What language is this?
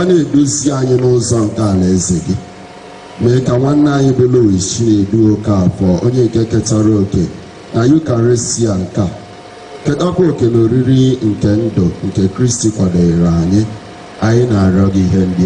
Igbo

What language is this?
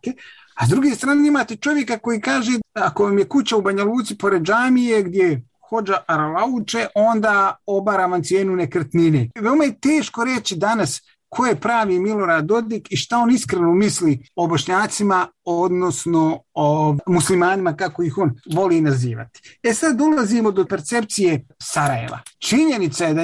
Bosnian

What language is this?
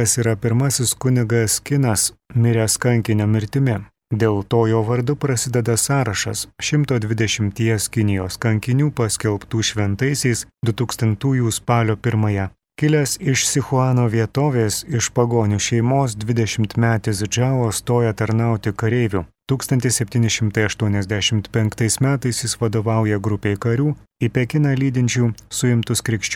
Lithuanian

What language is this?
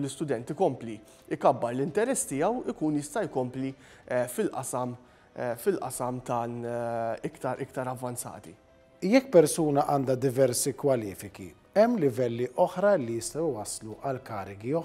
Maltese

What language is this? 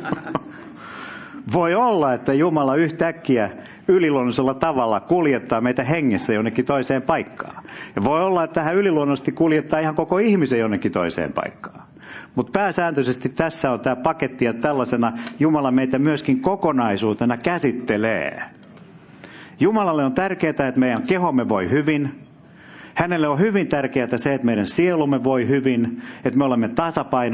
Finnish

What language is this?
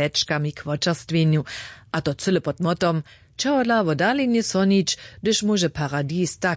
Upper Sorbian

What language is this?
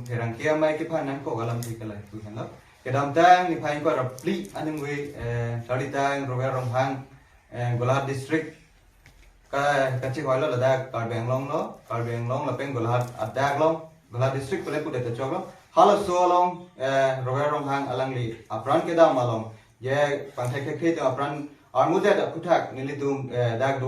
Karbi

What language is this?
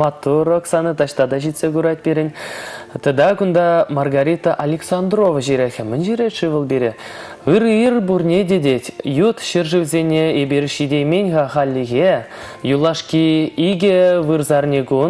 Chuvash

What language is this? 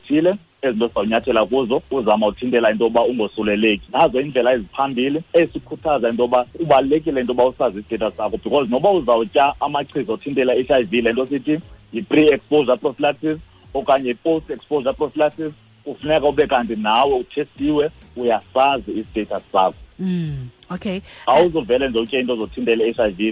Xhosa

